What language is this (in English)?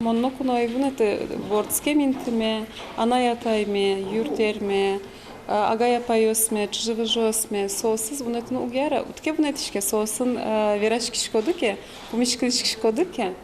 Udmurt